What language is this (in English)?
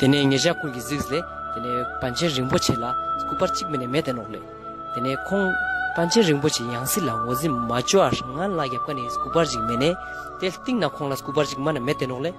Ladakhi